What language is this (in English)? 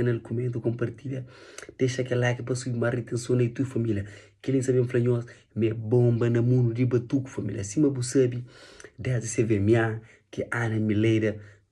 Kabuverdianu